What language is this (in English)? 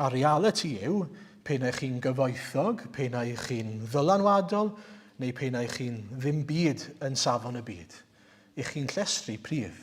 Welsh